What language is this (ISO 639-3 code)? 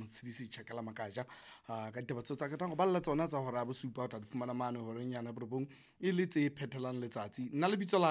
sot